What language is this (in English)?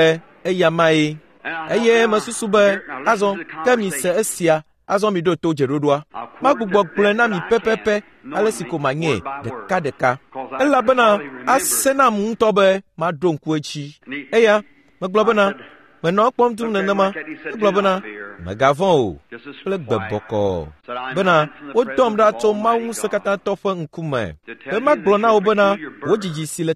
Ewe